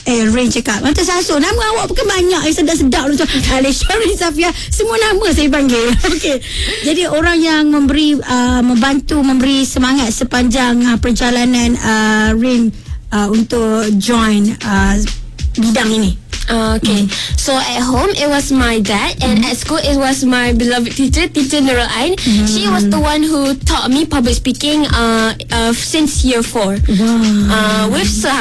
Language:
Malay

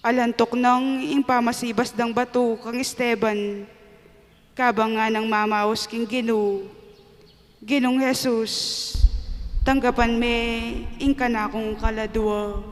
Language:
Pampanga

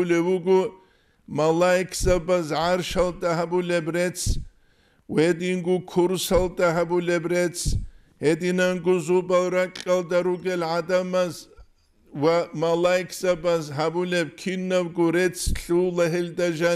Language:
Avaric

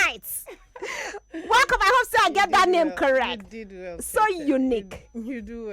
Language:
Nigerian Pidgin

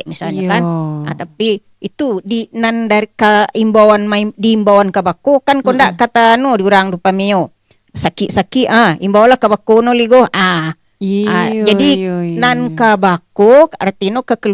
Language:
Minangkabau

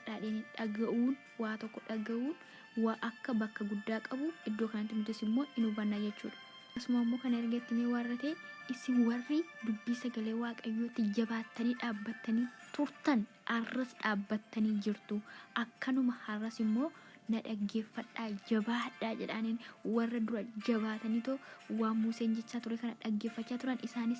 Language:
Oromo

